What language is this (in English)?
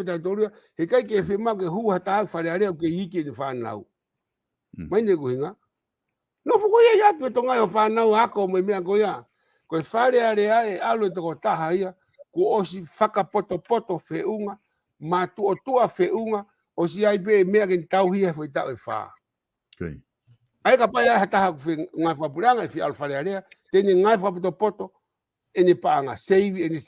Tongan